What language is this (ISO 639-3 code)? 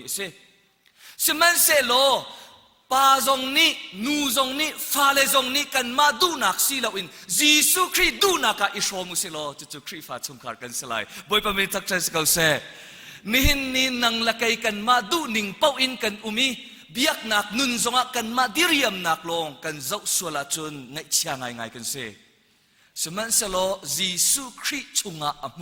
cnh